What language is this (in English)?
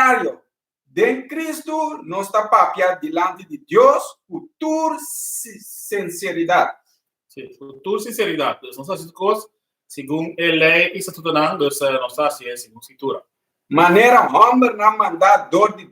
Papiamento